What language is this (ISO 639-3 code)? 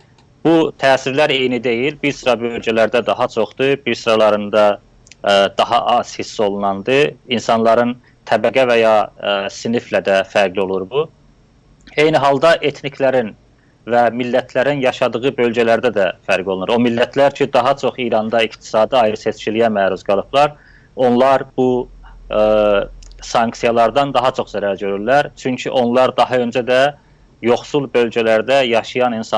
azb